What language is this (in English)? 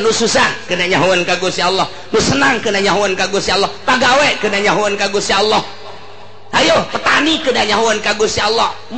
Sundanese